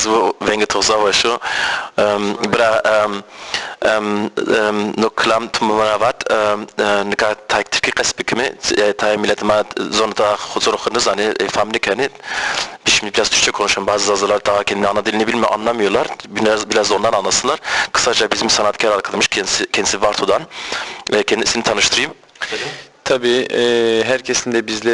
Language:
Zaza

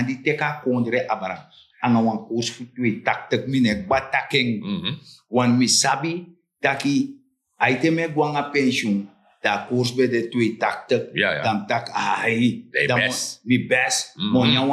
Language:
Sranan Tongo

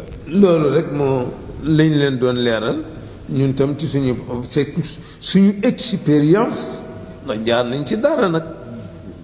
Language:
Wolof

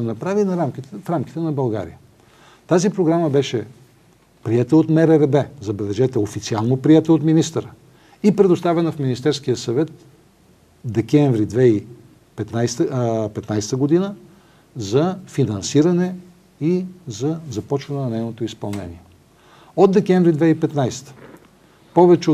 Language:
Bulgarian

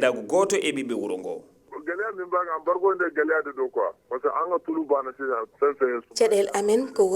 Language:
Fula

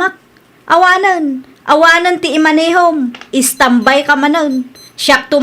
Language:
Iloko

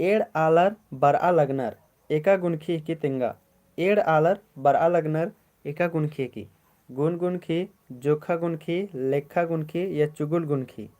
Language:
Kurukh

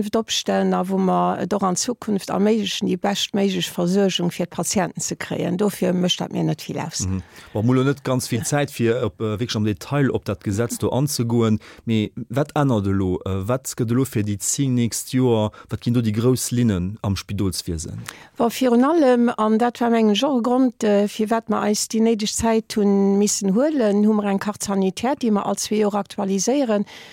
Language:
Luxembourgish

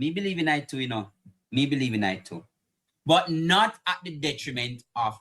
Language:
Jamaican Creole English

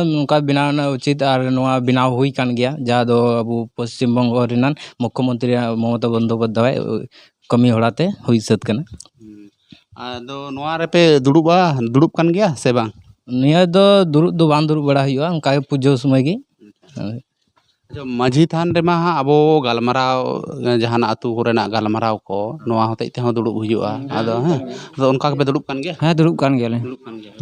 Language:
Santali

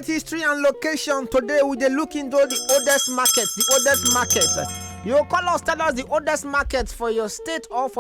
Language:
Nigerian Pidgin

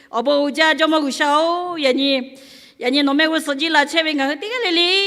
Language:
Lahu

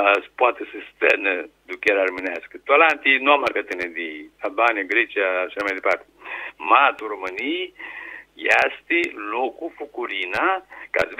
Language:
Aromanian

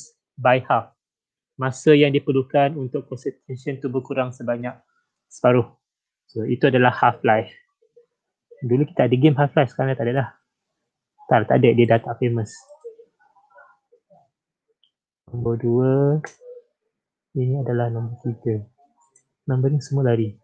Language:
Malay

